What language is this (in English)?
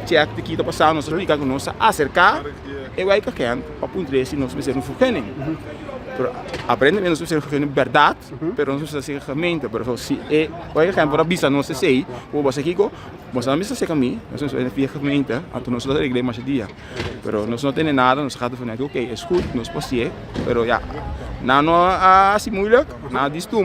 Papiamento